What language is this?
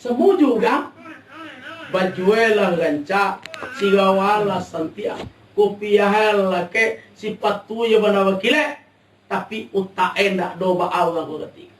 Minangkabau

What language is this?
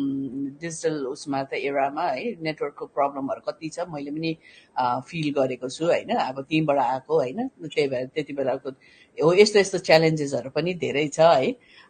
Nepali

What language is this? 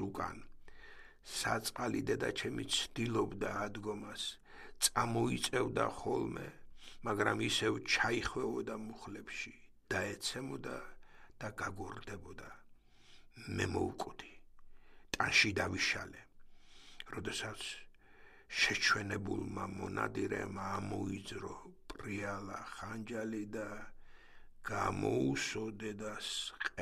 Georgian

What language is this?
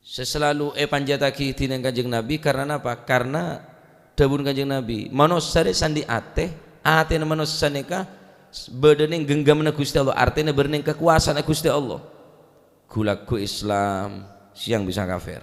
Madurese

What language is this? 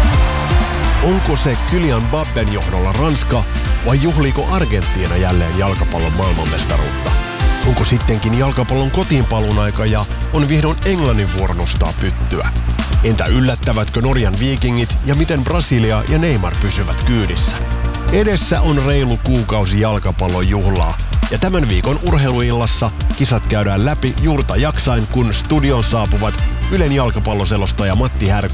Finnish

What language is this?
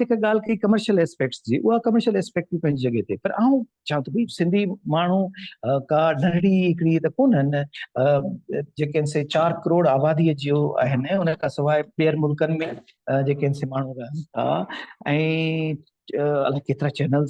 Sindhi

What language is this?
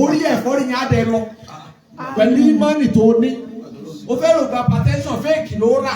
Yoruba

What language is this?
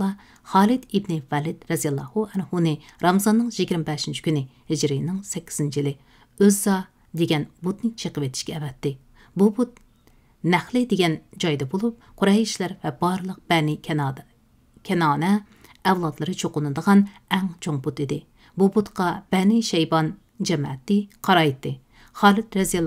Uyghur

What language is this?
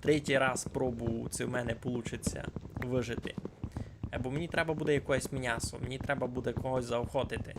Rusyn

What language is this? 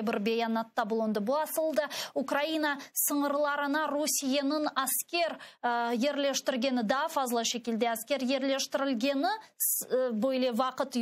Crimean Tatar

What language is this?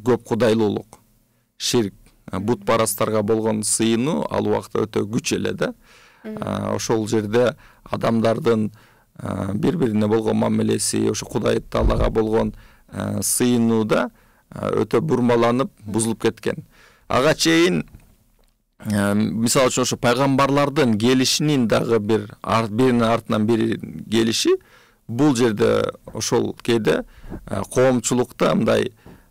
Kyrgyz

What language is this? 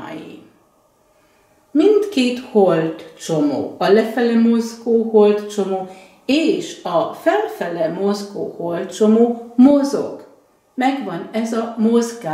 Hungarian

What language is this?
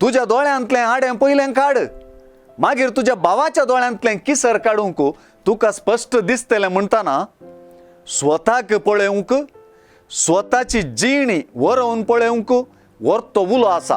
Konkani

